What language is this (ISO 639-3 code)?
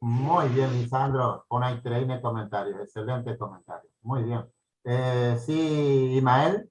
grn